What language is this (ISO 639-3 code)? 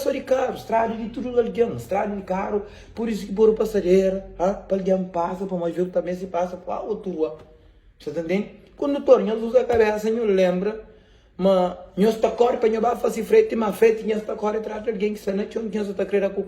kea